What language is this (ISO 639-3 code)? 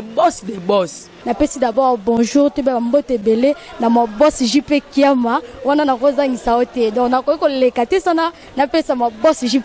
lin